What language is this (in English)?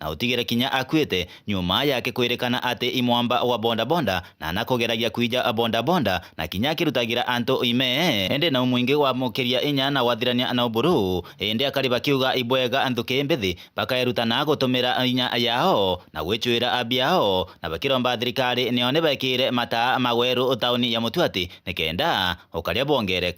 Meru